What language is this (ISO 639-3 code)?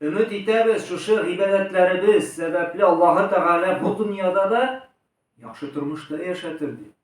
tat